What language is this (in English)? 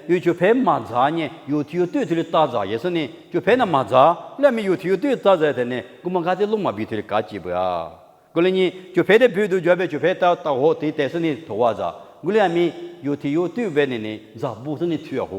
Lisu